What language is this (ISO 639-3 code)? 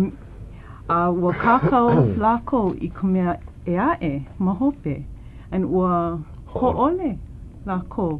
haw